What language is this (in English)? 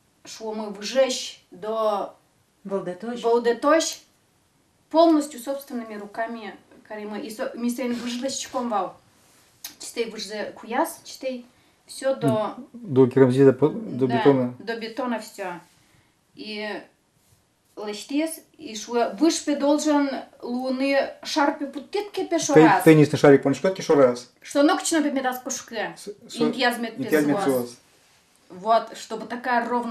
Udmurt